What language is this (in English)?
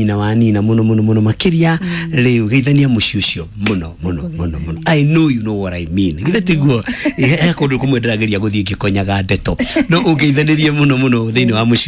Kikuyu